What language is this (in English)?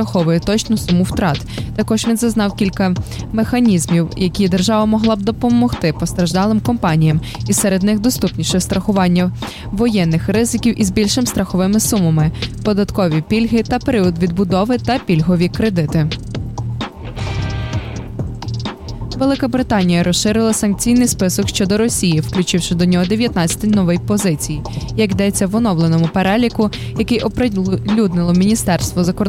Ukrainian